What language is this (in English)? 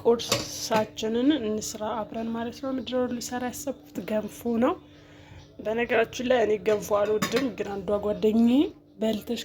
Amharic